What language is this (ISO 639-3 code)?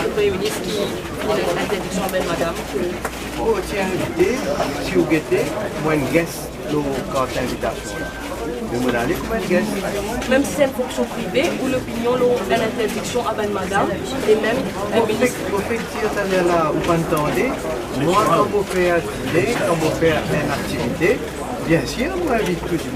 mfe